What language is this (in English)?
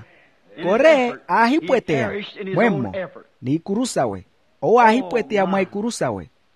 Makhuwa